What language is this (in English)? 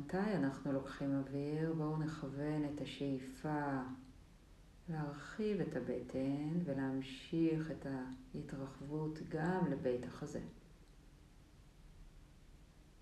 Hebrew